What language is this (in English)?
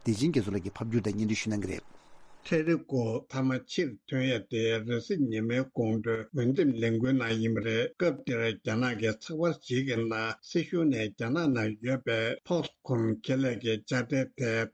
Tibetan